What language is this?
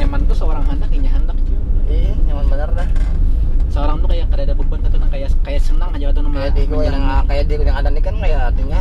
Banjar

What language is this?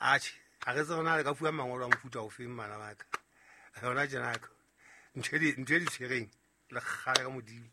Southern Sotho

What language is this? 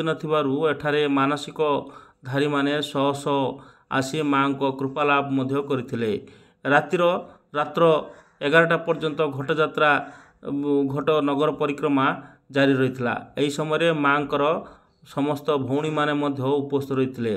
Odia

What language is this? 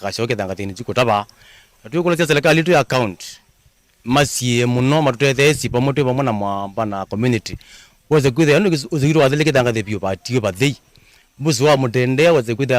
Kamba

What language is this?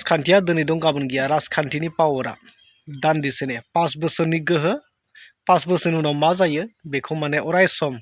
Bodo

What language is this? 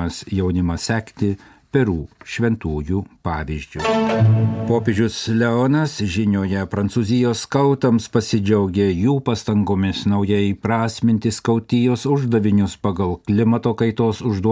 Lithuanian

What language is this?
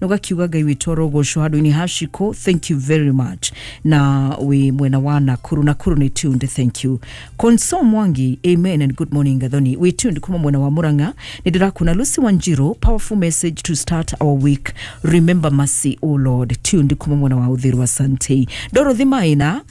Kikuyu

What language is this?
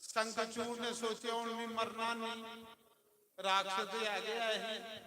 Dogri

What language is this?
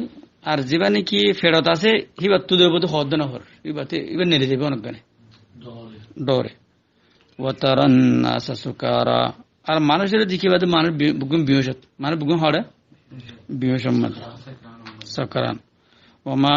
Rohingya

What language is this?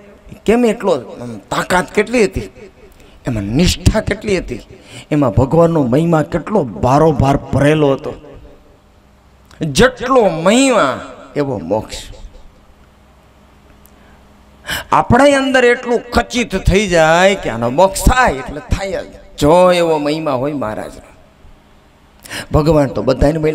Gujarati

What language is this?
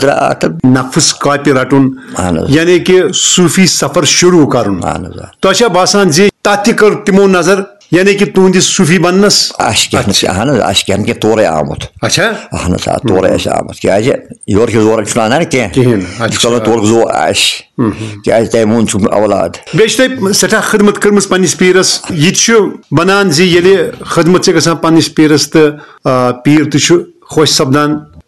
Kashmiri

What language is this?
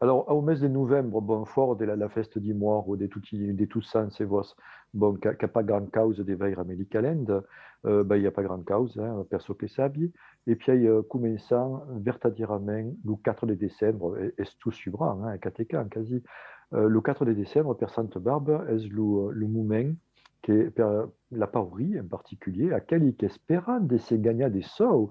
Occitan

